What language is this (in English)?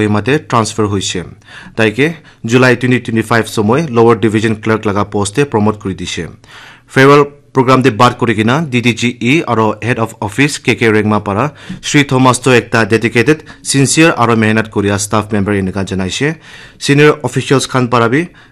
Naga Pidgin